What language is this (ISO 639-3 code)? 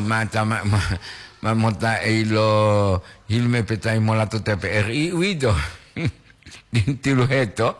gor